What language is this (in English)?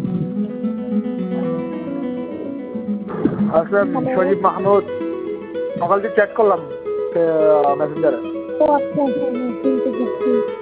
Bangla